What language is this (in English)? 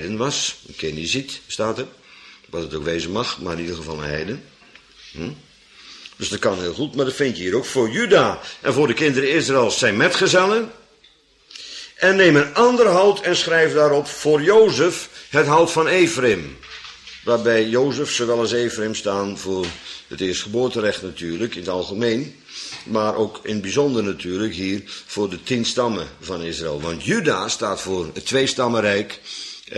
Dutch